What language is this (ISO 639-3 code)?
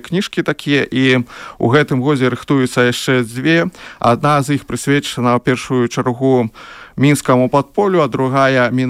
bel